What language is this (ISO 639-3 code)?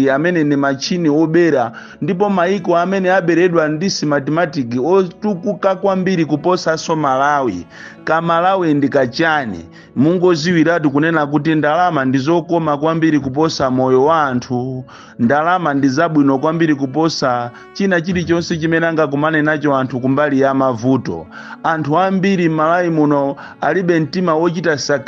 nya